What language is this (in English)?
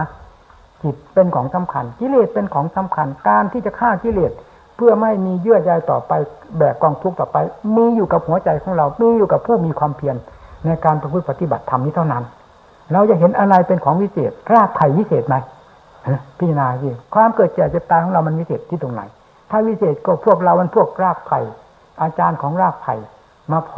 Thai